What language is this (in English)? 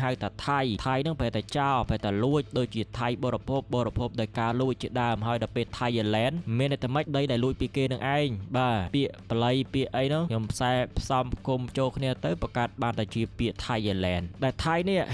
Khmer